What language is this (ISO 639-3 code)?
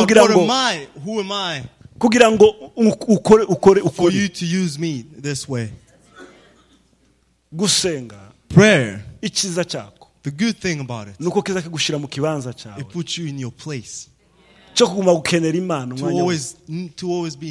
run